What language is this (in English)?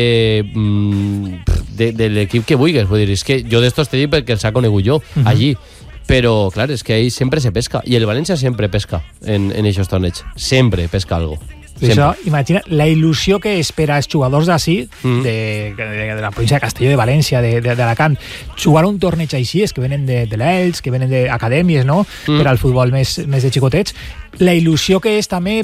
Catalan